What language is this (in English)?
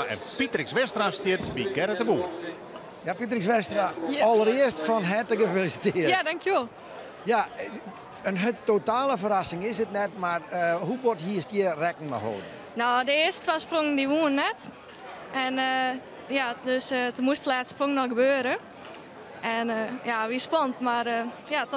Western Frisian